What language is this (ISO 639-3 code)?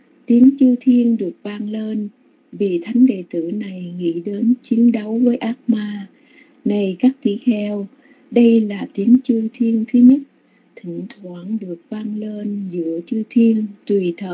vie